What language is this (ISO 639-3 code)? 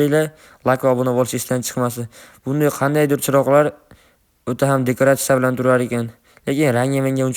uzb